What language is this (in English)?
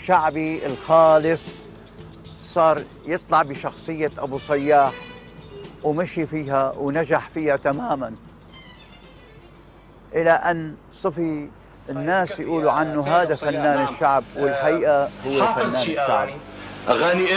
North Levantine Arabic